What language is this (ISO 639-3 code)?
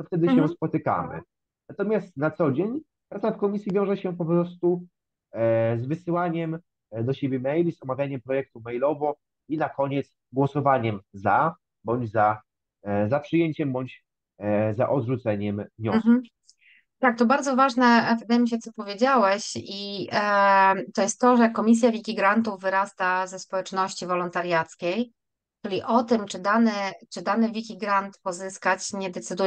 pol